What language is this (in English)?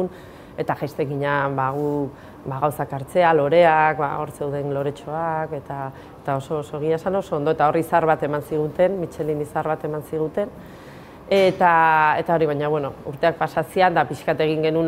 Basque